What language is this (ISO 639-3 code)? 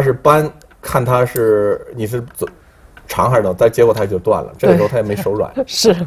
zho